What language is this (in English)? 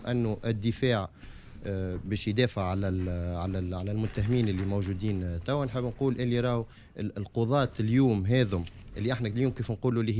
Tunisian Arabic